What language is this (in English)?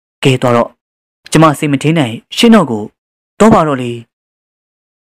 Burmese